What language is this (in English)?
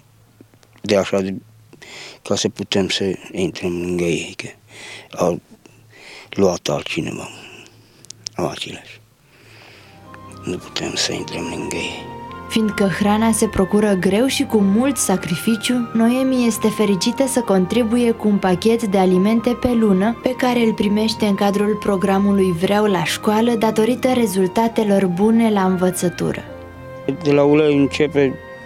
Romanian